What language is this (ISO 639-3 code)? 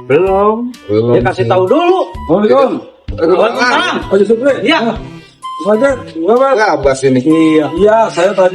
bew